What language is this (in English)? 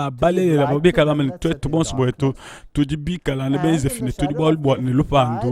Luba-Lulua